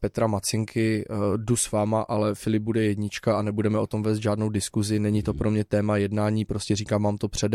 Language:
Czech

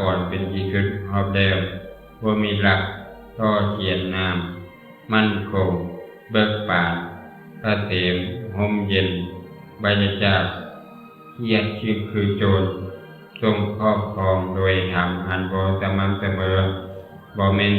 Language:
Lao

